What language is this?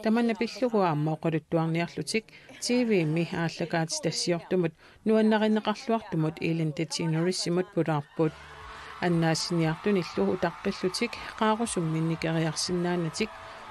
Kalaallisut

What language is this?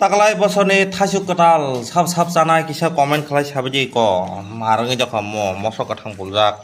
Kok Borok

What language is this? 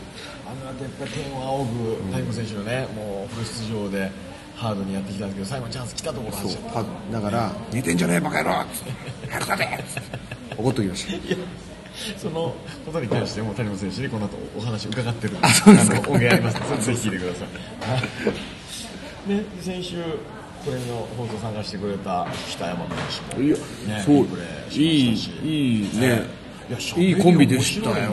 Japanese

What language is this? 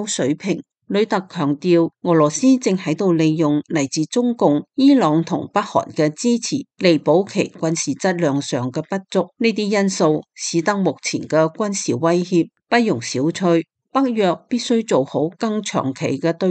Cantonese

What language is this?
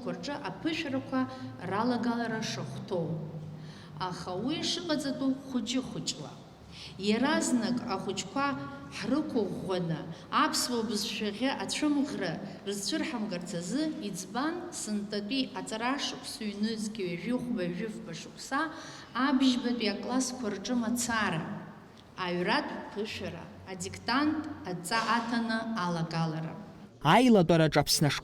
Abkhazian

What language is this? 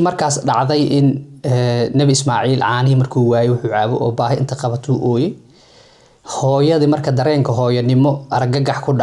Somali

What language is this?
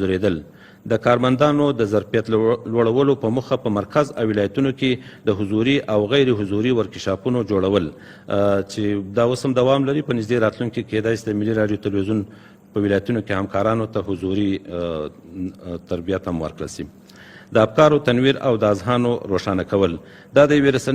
Pashto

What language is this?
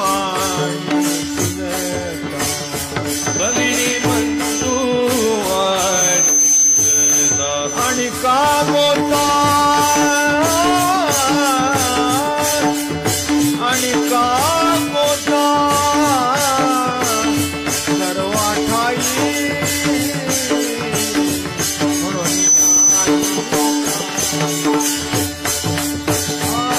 Marathi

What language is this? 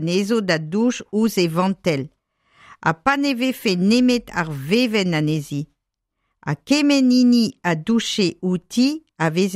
Breton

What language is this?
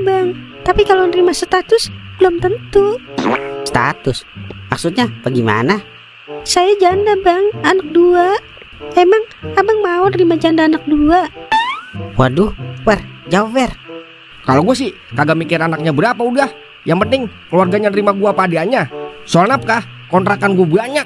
Betawi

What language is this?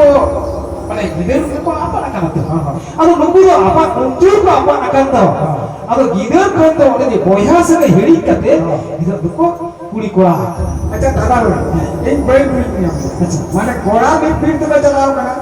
Santali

